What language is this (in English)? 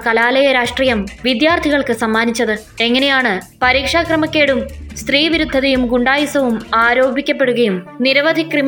Malayalam